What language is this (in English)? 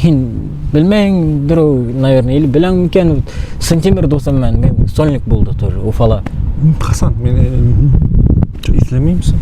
Bashkir